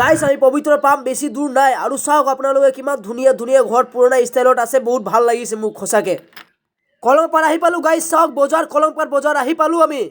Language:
Assamese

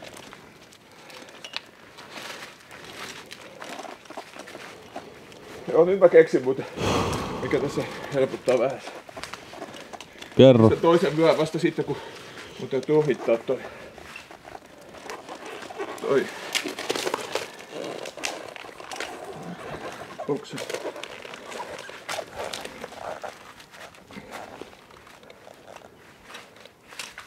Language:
Finnish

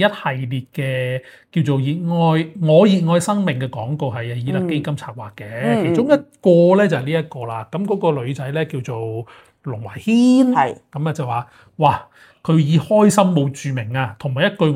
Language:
Cantonese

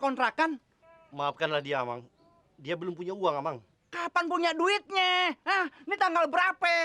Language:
Betawi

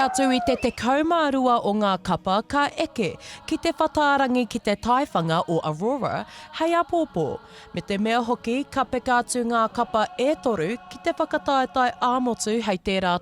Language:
Māori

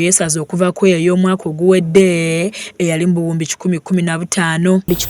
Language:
Ganda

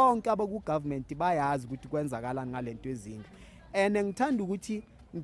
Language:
Zulu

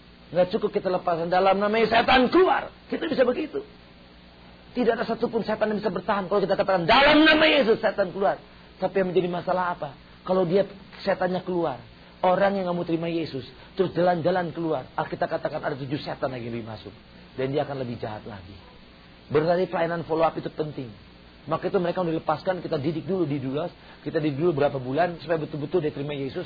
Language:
Indonesian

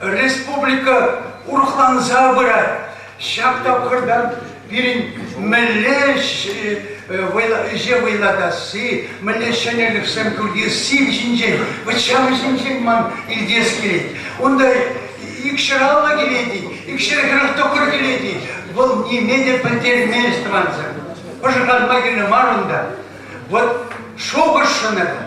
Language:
Chuvash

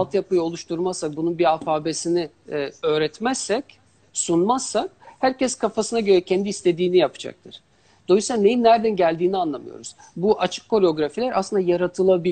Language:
Turkish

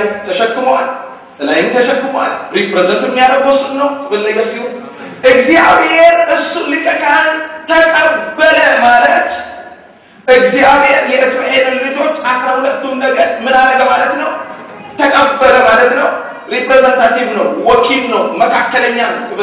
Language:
Amharic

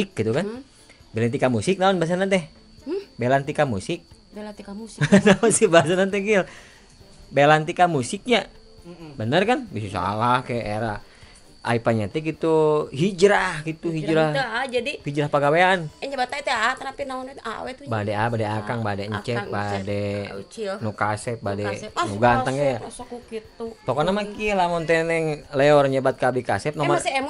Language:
Sundanese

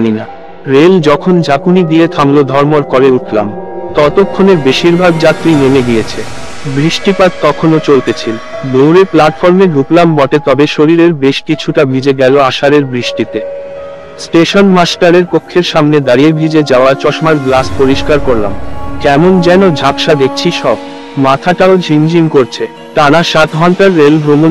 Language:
Bangla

